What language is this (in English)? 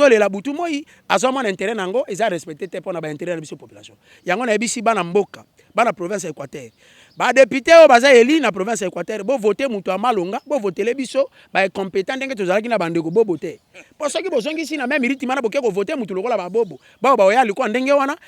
Lingala